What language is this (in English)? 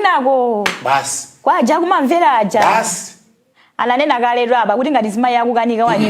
Nyanja